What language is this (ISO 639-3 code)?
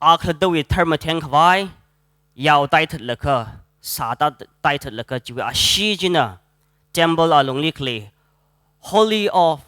nmf